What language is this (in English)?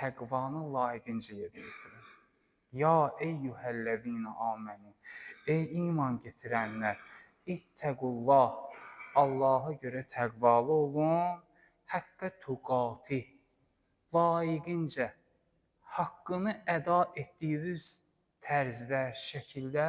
Azerbaijani